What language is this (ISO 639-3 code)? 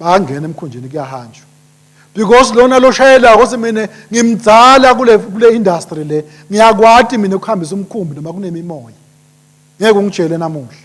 ssw